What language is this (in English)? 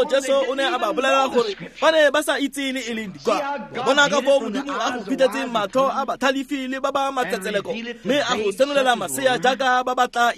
Tswana